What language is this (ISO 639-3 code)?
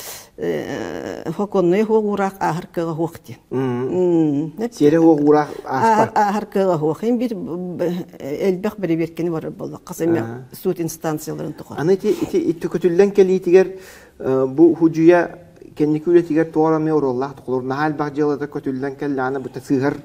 sah